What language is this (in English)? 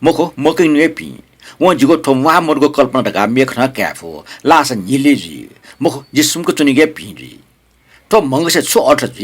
Newari